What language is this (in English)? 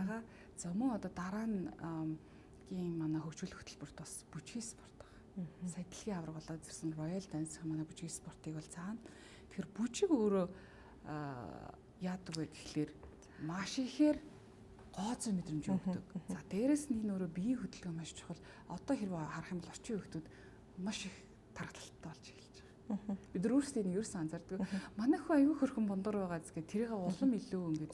Mongolian